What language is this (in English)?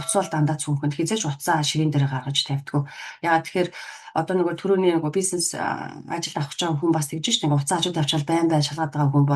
Mongolian